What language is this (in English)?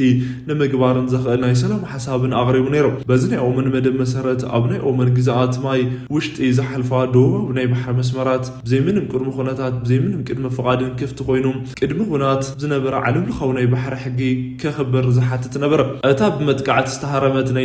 Tigrinya